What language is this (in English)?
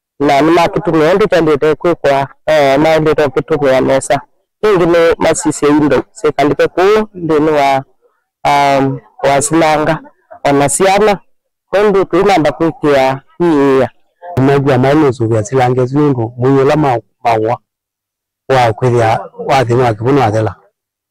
Kamba